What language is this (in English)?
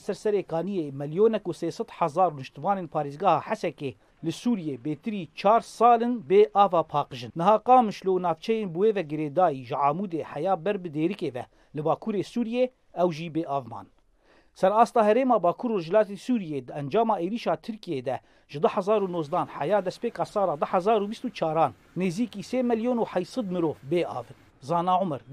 Kurdish